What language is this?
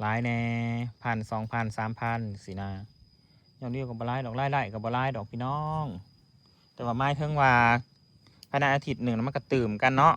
Northeastern Thai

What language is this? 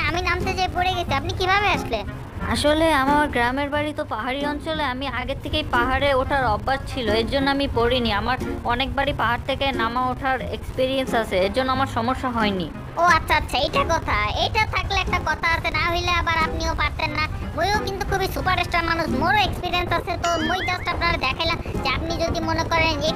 Bangla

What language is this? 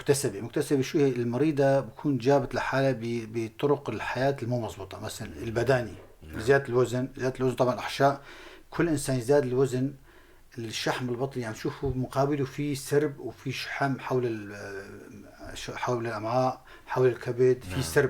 North Levantine Arabic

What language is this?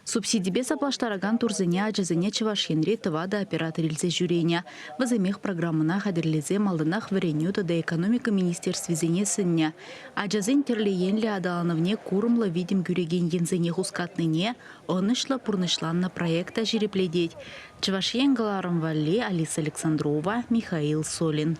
Chuvash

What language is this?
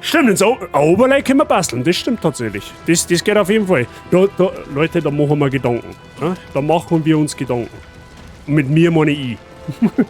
Bavarian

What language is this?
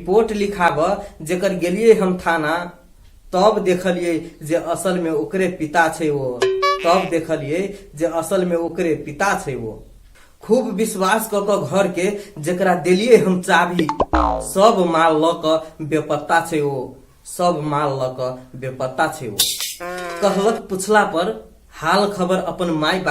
Maithili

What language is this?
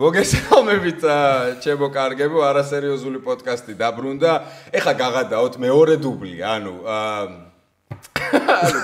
Georgian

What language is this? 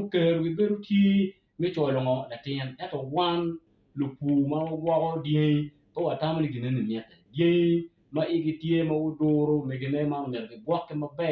Acoli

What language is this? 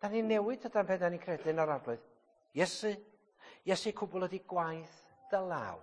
Welsh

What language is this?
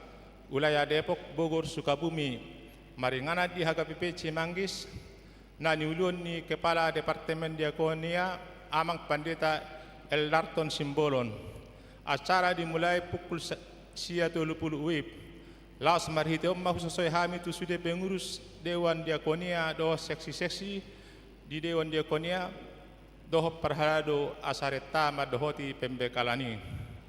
Batak Toba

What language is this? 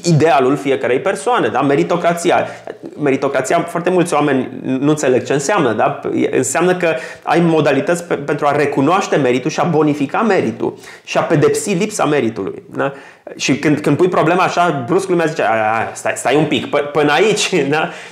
Romanian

